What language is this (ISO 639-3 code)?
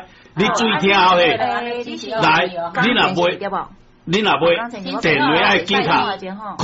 nan